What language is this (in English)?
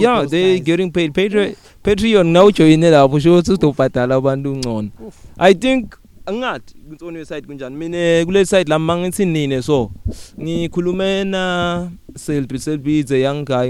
English